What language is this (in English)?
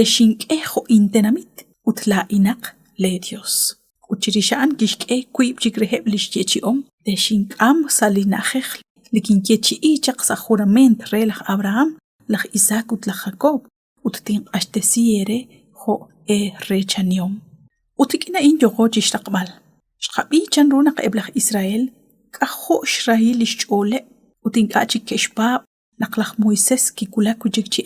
Kekchí